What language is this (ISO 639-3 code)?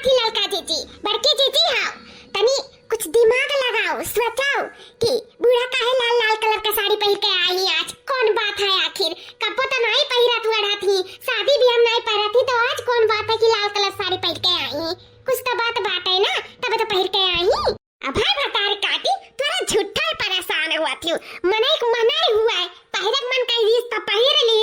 awa